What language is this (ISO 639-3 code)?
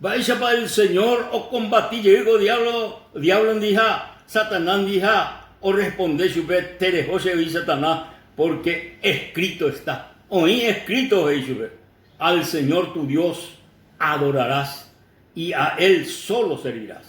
grn